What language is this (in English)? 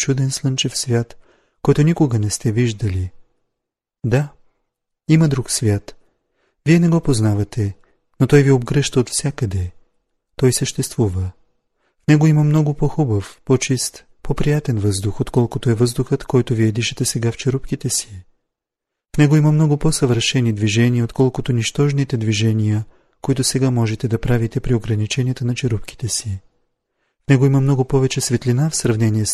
Bulgarian